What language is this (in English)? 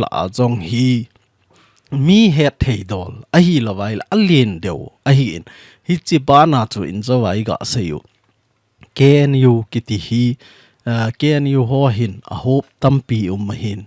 Thado Chin